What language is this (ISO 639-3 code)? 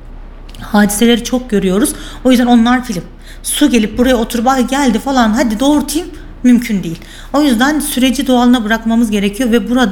tur